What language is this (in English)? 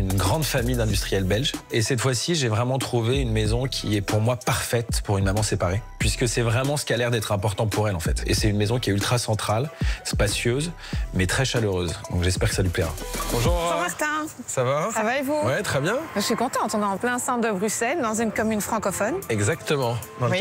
French